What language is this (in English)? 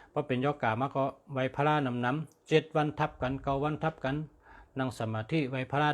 Shan